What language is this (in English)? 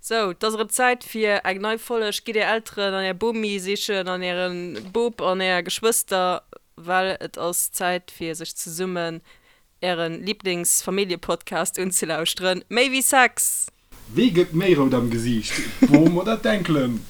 Luxembourgish